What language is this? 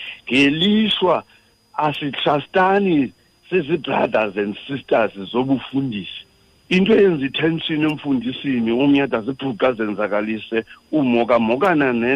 Xhosa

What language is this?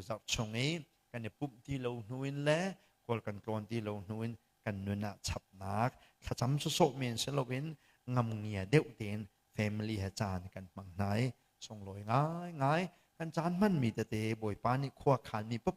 Hakha Chin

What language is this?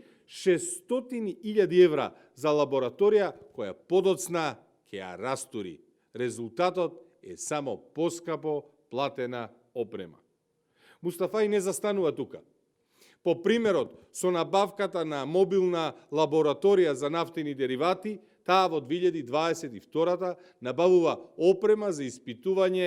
Macedonian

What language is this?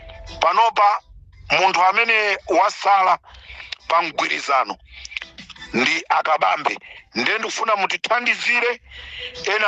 Nyanja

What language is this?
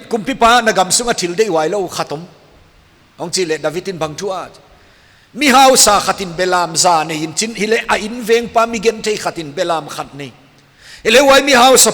Paite Chin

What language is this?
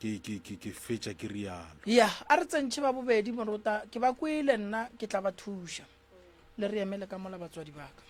Northern Sotho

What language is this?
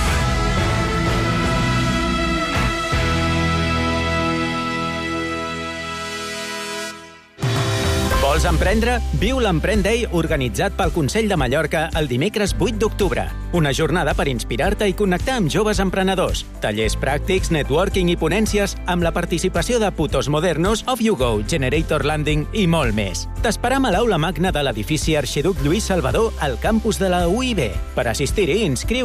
Catalan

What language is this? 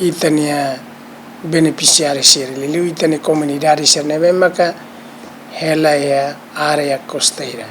Tetum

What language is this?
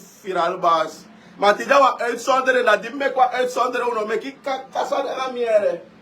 Sranan Tongo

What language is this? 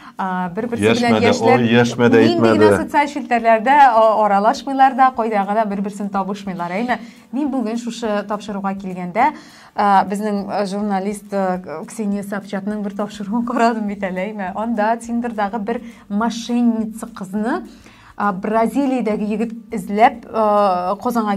Tatar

